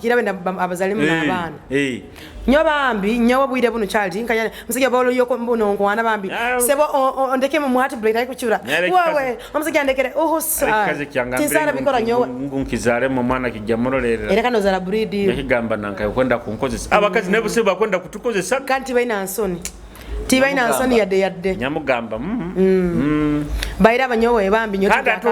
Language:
Nyoro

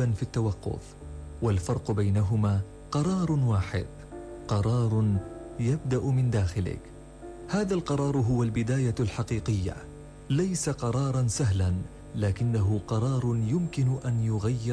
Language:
Arabic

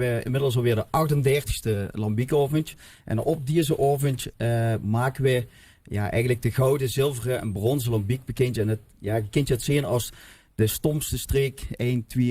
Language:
Limburgish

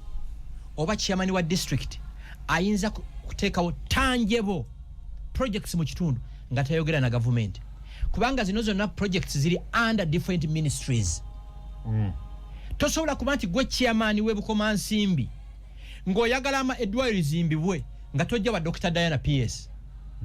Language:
Ganda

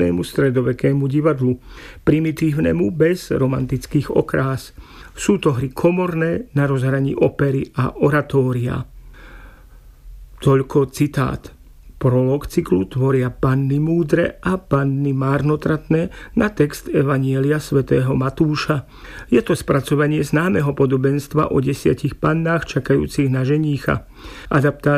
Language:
Slovak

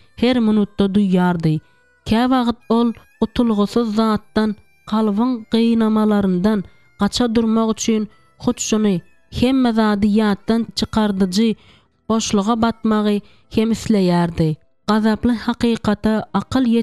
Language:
Turkmen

